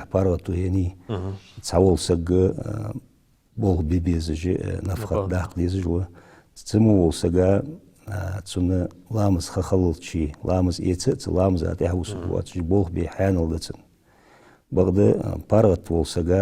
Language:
Ingush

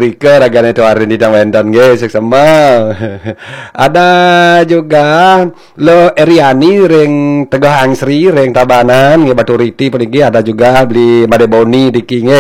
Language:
Balinese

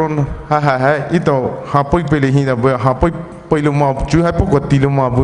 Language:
Poumei Naga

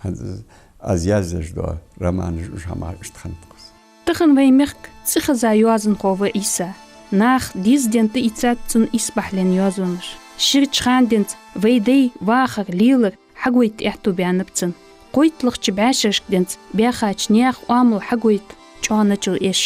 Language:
Ingush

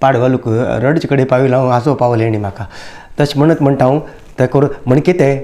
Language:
Konkani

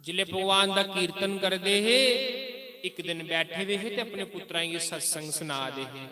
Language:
Dogri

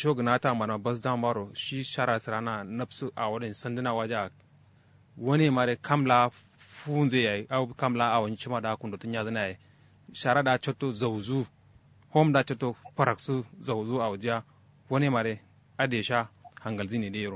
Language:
Kanuri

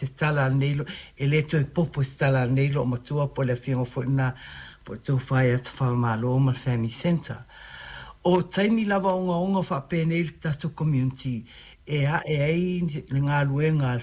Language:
Samoan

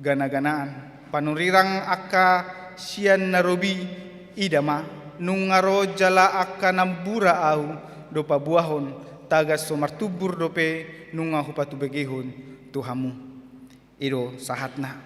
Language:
Batak Toba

